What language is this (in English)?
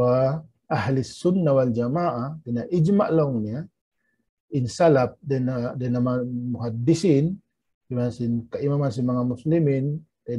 Tausug